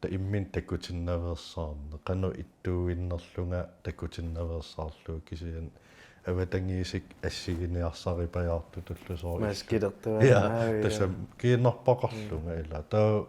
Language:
Kalaallisut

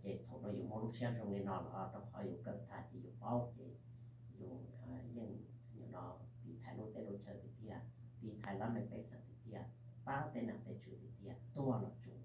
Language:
Hmong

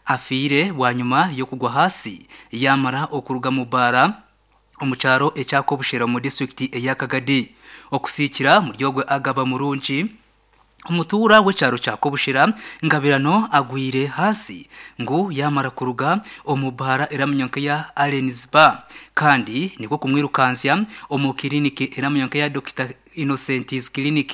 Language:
Nyankole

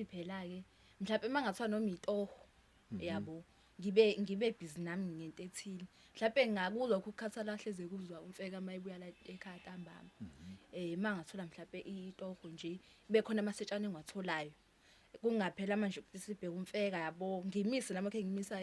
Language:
Zulu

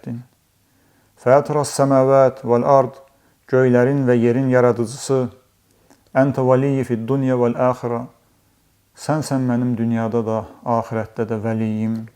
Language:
Azerbaijani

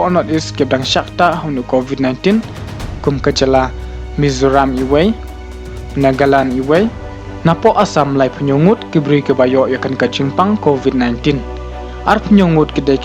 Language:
Khasi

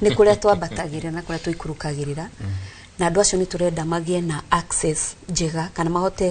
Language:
Kikuyu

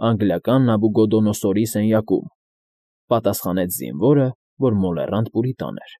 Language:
Armenian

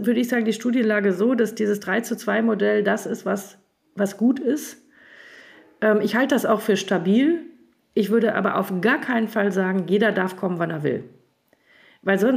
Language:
German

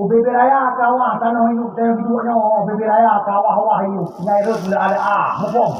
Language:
Achinese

